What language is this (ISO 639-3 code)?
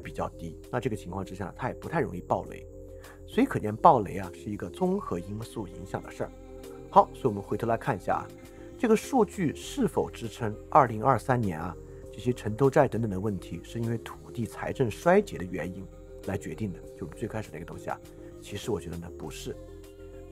zho